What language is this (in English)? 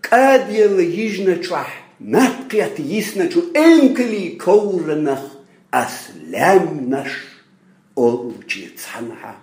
Chechen